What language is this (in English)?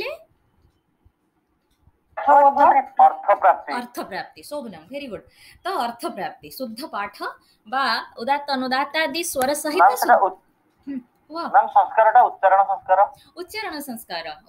Odia